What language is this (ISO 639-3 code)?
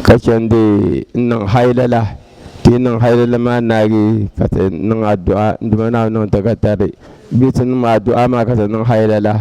dag